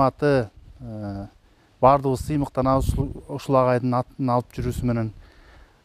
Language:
Kyrgyz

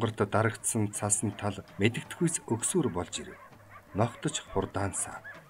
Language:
Mongolian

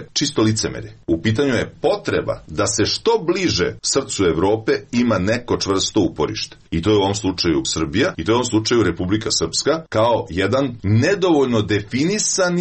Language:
Serbian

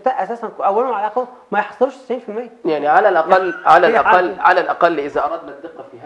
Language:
Egyptian Arabic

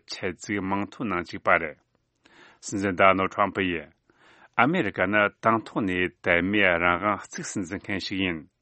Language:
Tibetan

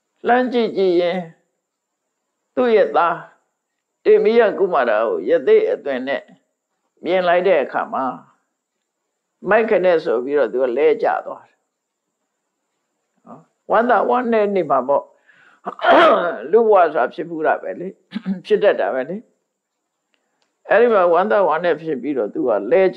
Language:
Burmese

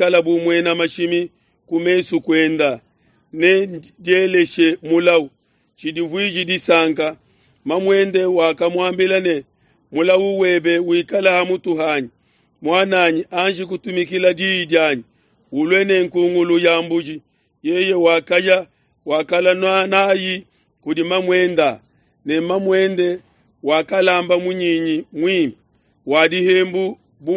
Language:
Luba-Lulua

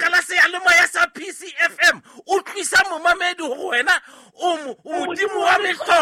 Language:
Southern Sotho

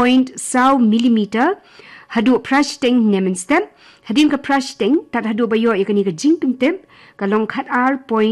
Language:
Khasi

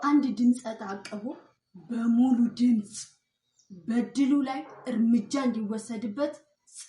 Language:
Amharic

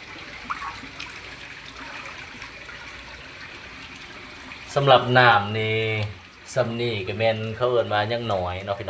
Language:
Lao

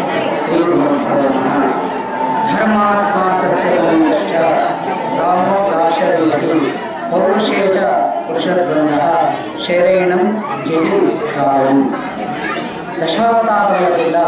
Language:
Telugu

